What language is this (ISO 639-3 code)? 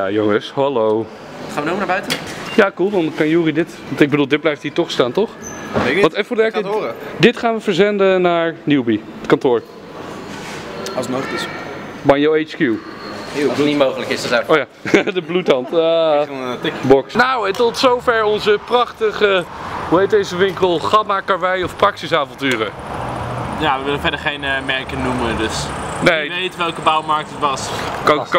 nld